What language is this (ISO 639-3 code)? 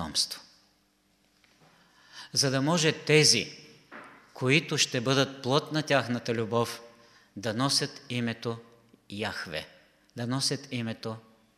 bul